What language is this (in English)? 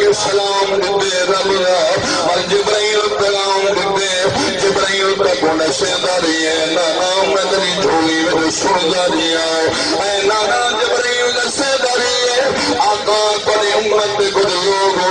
Saraiki